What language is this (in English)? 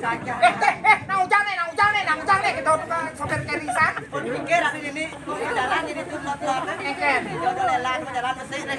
Balinese